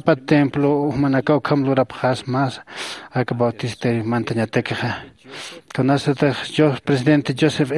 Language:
Aymara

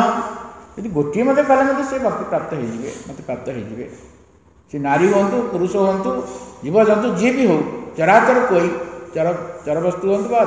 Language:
Odia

